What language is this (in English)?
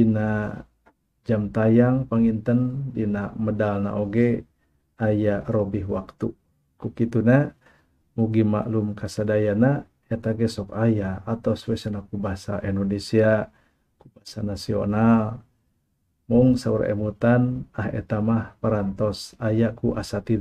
Sundanese